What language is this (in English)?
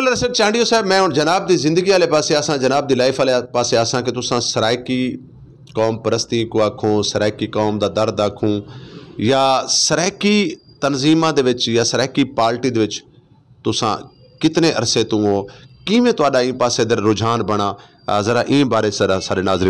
Saraiki